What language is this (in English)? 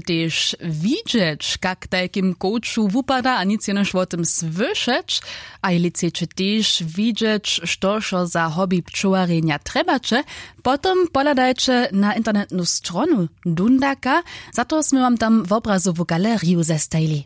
Upper Sorbian